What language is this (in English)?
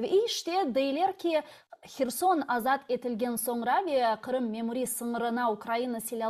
Crimean Tatar